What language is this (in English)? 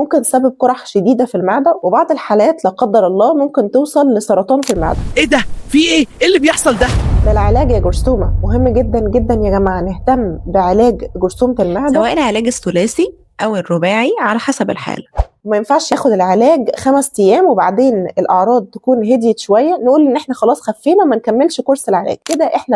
Egyptian Arabic